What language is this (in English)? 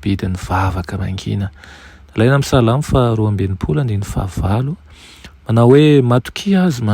Malagasy